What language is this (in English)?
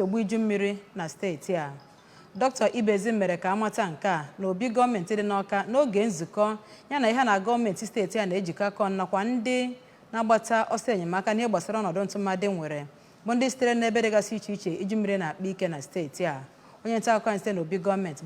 Igbo